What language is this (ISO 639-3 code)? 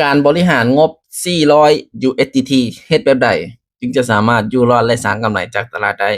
lao